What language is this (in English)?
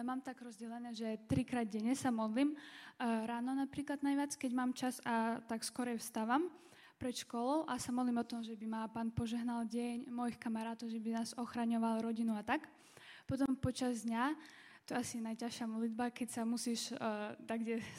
Slovak